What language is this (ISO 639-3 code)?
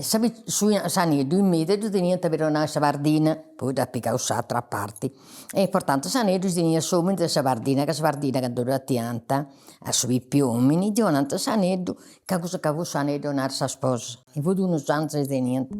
srd